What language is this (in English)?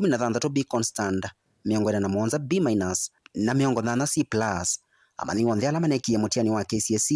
Kamba